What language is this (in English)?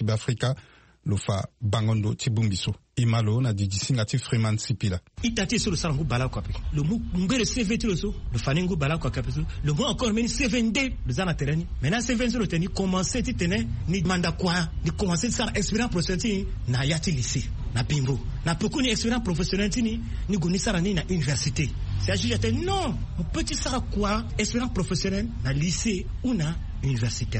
Sango